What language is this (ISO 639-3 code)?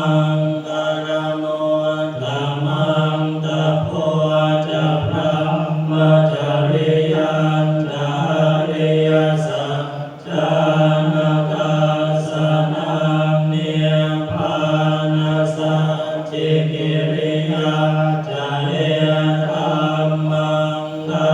pli